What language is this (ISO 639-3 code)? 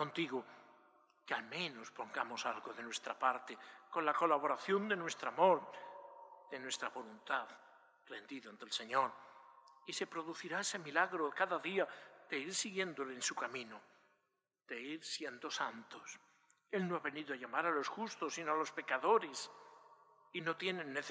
spa